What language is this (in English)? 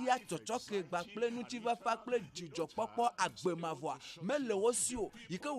Ewe